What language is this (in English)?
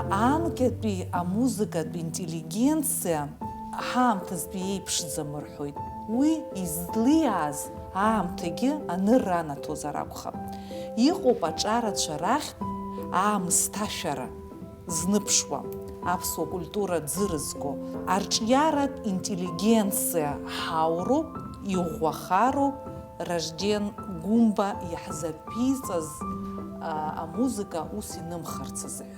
Abkhazian